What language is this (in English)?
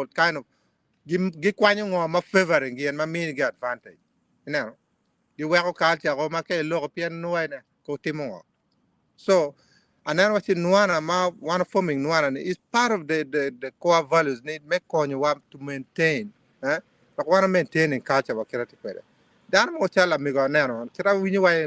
Acoli